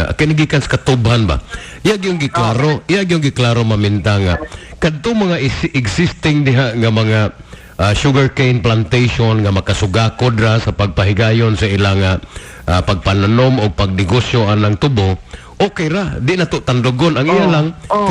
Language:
Cebuano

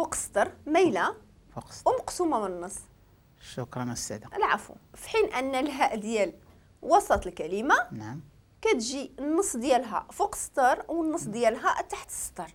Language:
Moroccan Arabic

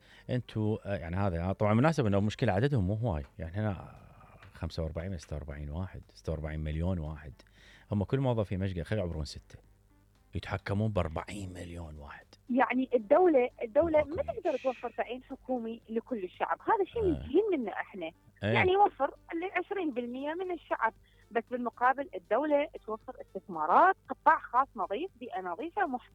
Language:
Mesopotamian Arabic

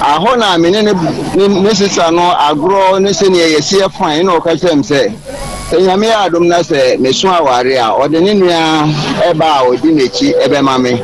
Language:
Akan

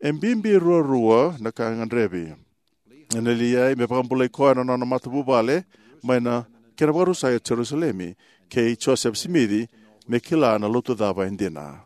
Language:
Fijian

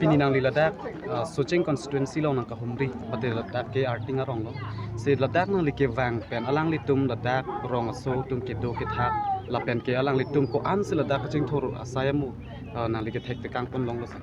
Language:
Karbi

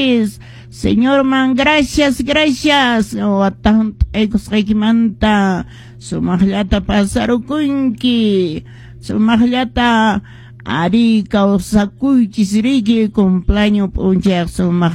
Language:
Quechua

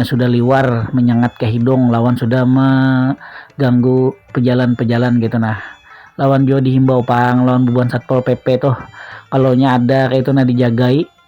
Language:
Banjar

